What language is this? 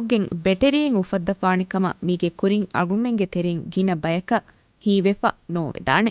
Divehi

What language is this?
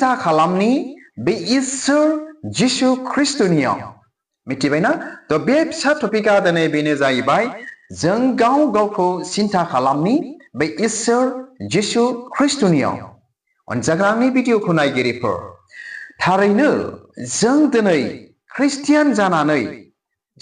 Bodo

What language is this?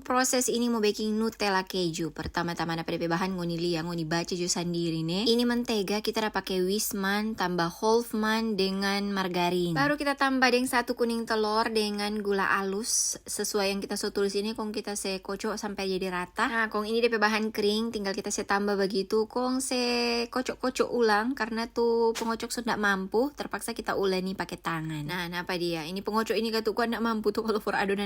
Manado Malay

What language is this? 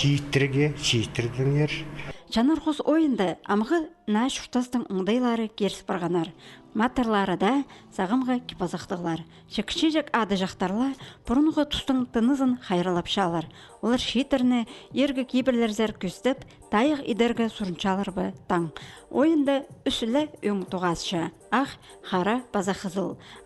Khakas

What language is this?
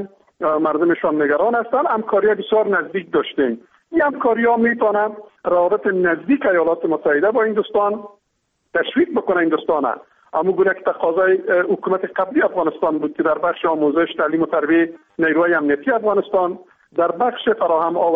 Persian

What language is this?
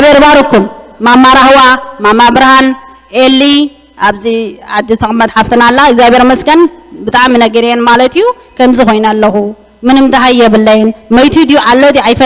Tigrinya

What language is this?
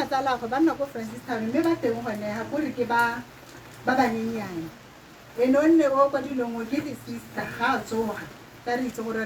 Tswana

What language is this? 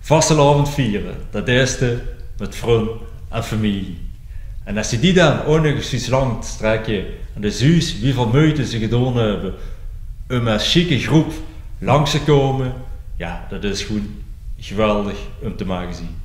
Limburgish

